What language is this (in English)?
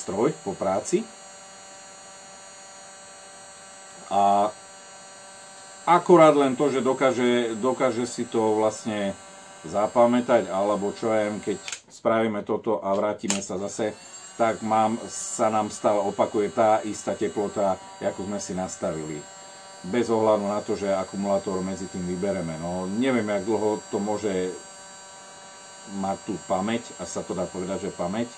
Slovak